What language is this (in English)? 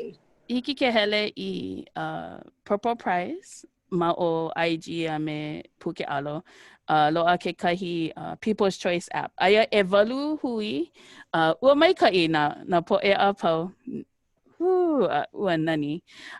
Hawaiian